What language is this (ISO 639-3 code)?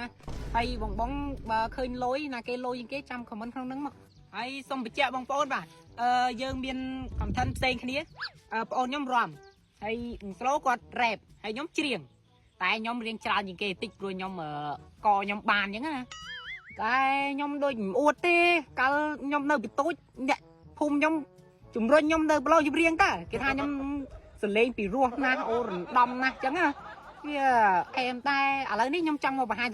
khm